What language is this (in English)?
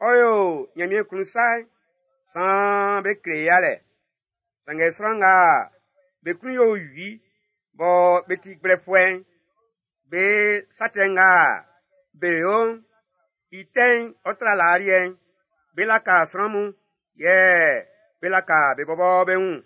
Baoulé